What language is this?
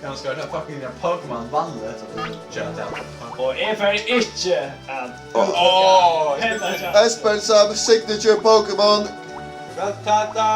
Faroese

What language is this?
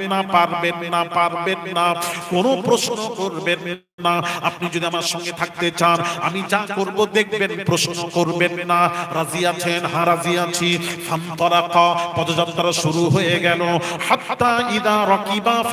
Bangla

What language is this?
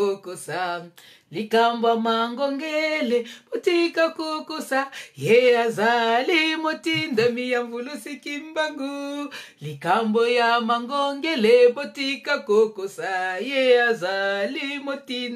Lingala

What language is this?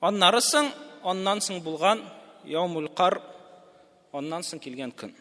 Tatar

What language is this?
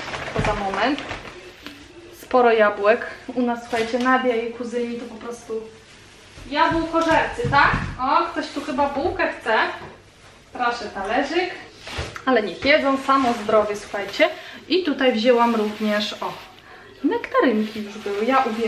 Polish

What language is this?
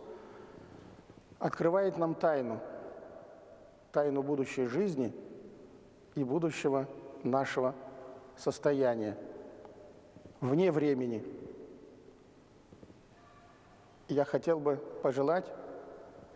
Russian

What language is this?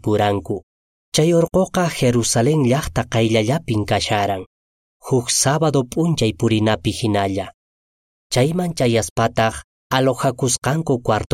Quechua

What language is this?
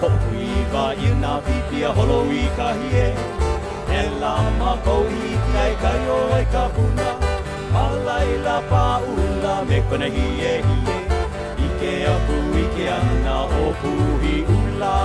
Hawaiian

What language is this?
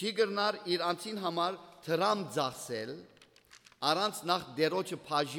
Western Armenian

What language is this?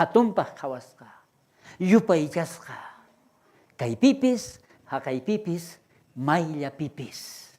South Bolivian Quechua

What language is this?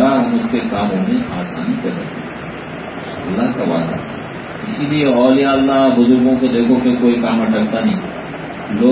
Urdu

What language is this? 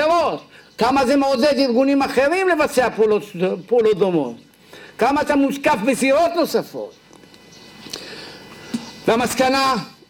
Hebrew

